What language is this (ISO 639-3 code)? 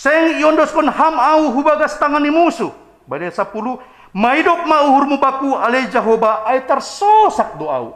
bts